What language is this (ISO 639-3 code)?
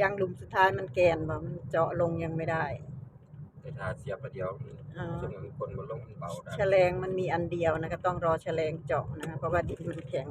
tts